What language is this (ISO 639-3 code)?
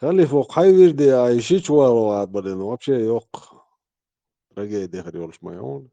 che